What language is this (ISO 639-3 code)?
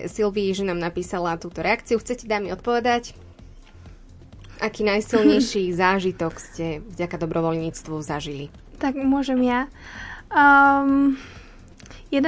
slk